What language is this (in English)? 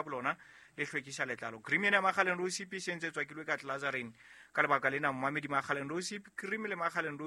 Southern Sotho